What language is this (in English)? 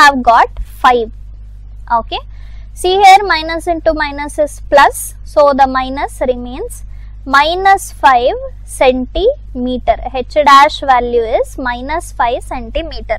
English